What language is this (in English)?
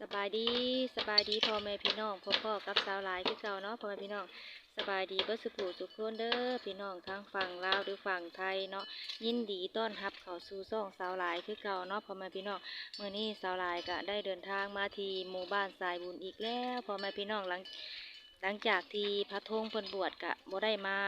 Lao